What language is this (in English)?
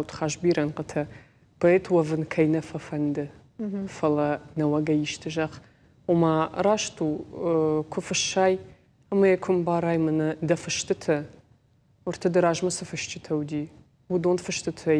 Ossetic